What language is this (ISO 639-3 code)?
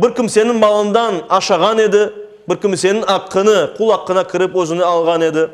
crh